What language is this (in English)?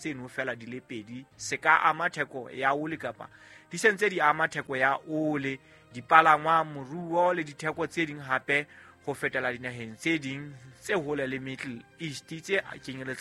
Southern Sotho